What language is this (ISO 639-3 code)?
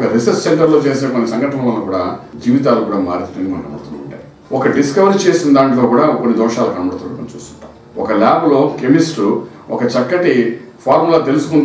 tel